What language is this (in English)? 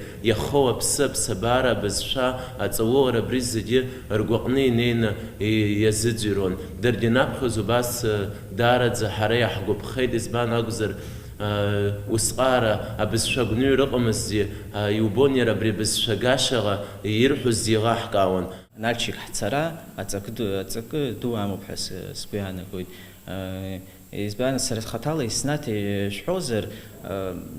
Abkhazian